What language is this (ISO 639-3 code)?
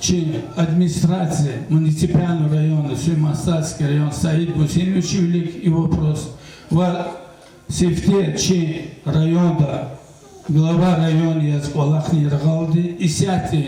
lez